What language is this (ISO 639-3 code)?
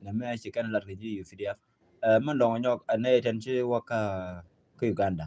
nus